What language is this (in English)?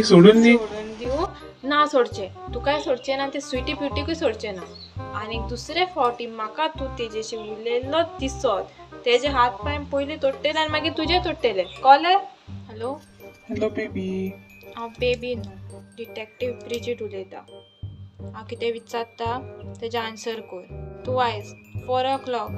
Konkani